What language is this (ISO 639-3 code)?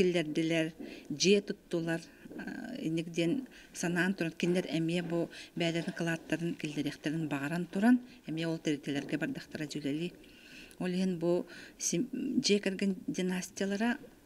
sah